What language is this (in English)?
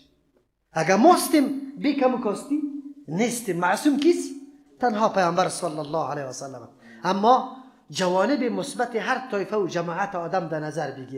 Persian